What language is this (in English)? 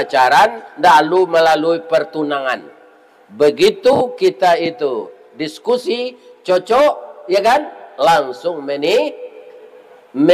Minangkabau